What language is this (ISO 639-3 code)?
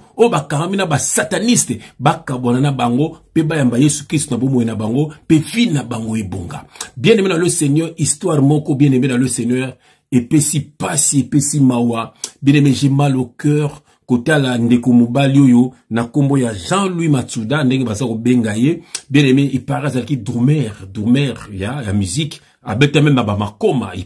lin